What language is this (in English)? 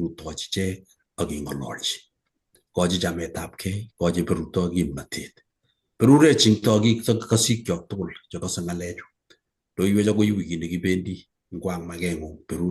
Kalenjin